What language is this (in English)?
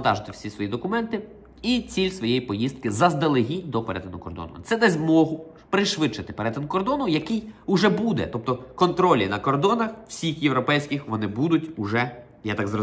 Ukrainian